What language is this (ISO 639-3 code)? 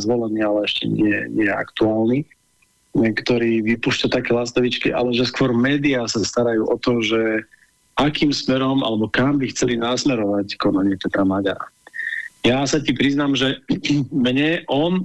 slk